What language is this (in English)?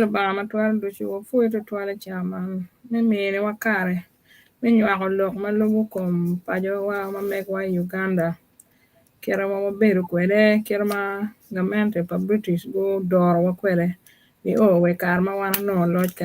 Acoli